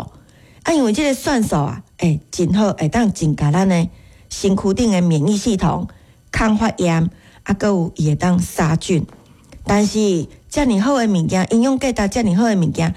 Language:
Min Nan Chinese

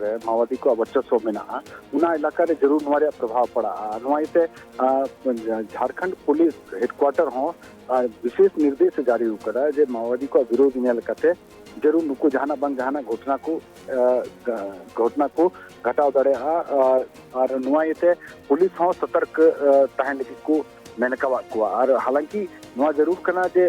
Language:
Santali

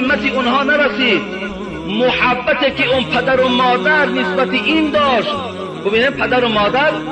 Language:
Tajik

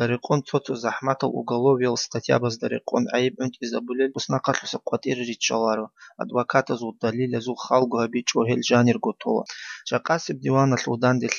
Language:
Avaric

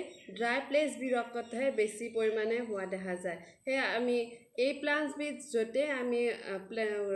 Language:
Assamese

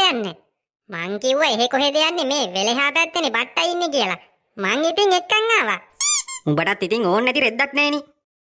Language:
Sinhala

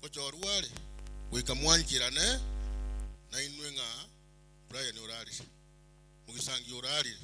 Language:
Gusii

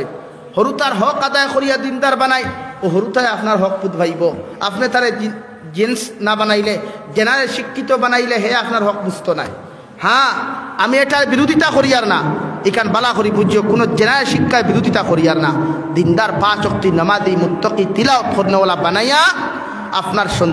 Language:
Sylheti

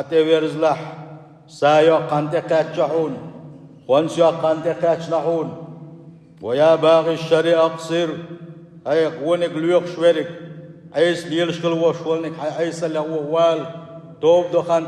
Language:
Chechen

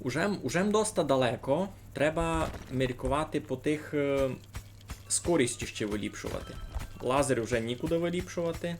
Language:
Rusyn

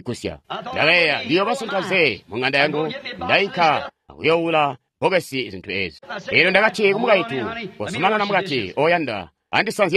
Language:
Tonga (Zambia)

